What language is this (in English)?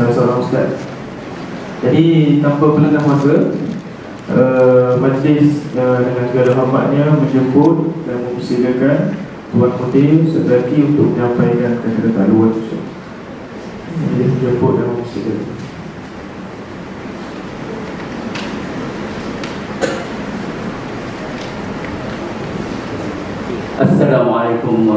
Malay